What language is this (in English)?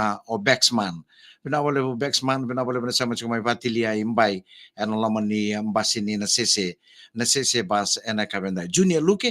Fijian